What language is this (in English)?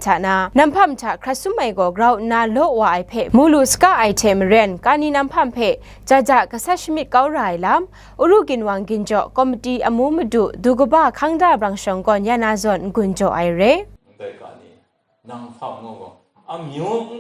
Kachin